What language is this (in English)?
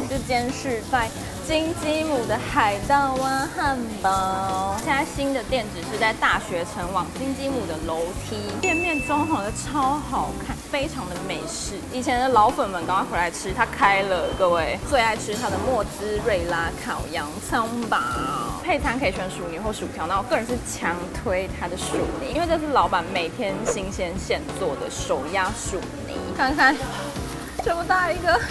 Chinese